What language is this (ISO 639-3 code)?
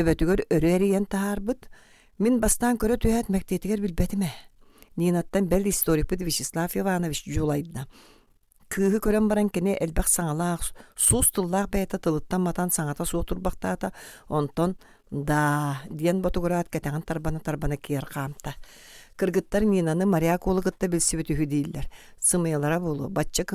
sah